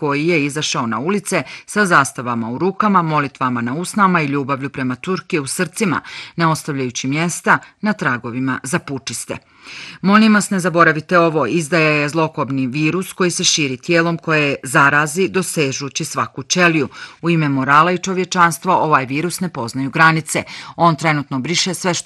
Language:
Bosnian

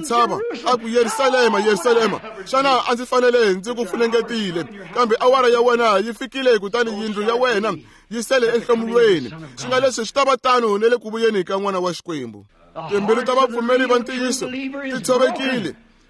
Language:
Tsonga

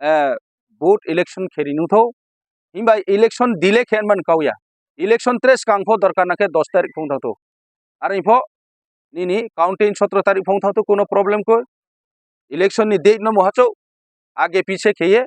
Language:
Kok Borok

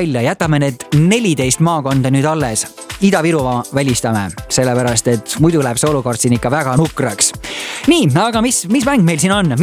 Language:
Estonian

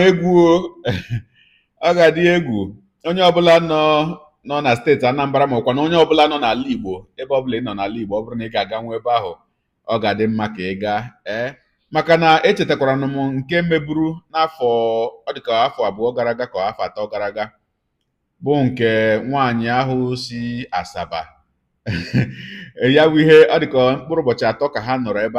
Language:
Igbo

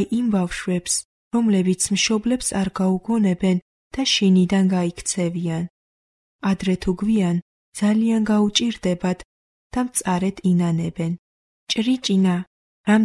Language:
Georgian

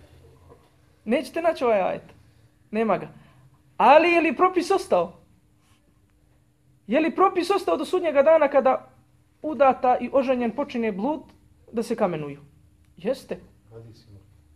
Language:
Bosnian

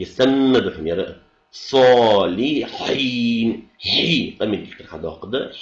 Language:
Ingush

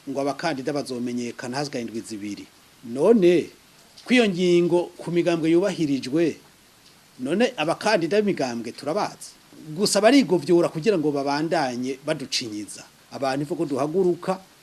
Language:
Rundi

